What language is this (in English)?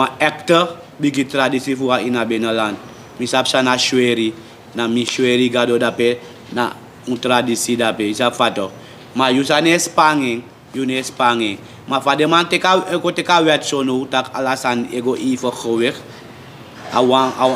Sranan Tongo